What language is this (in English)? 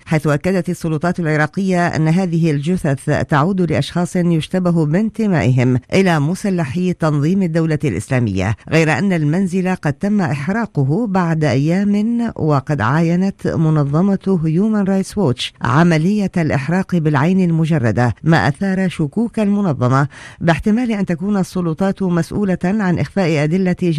Arabic